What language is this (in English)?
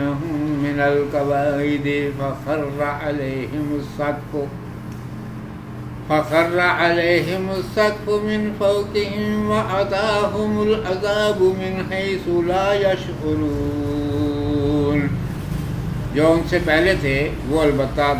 Urdu